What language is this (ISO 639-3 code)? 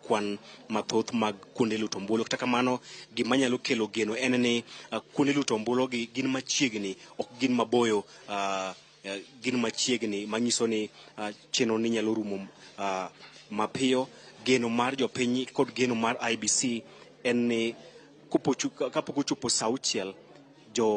luo